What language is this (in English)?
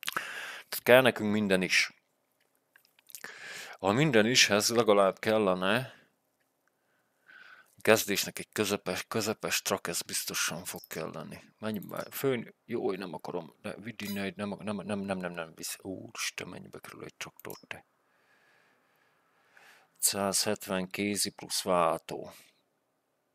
Hungarian